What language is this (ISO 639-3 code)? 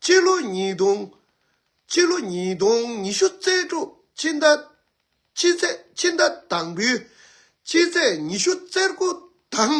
bod